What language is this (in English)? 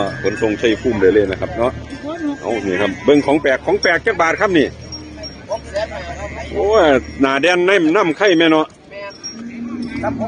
Northeastern Thai